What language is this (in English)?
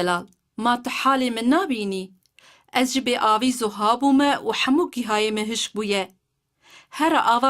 Kurdish